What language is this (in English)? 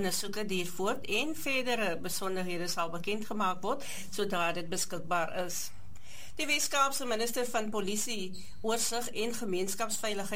Afrikaans